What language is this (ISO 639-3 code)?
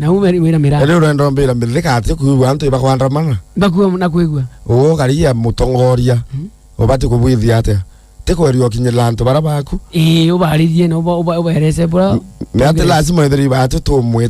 mer